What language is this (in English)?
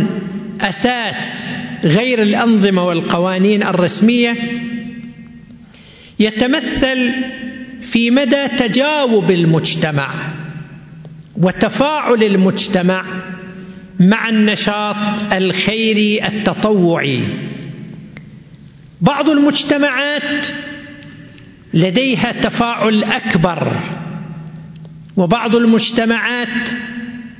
Arabic